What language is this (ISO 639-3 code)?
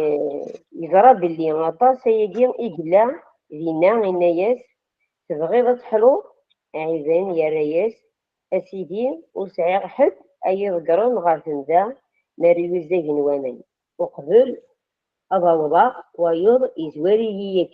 kab